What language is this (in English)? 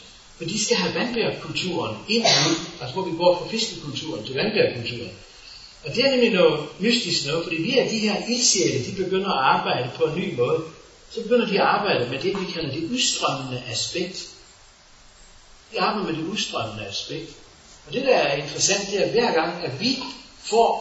Danish